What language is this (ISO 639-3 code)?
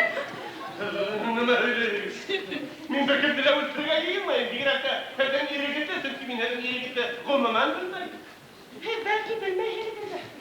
bak